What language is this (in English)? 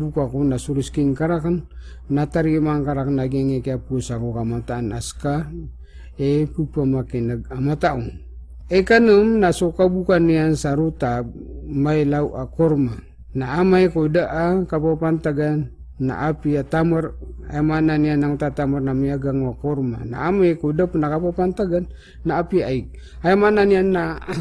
Maranao